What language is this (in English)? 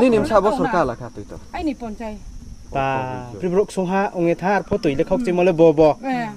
Riang (India)